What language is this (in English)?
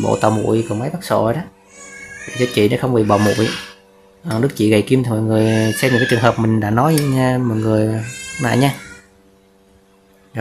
Vietnamese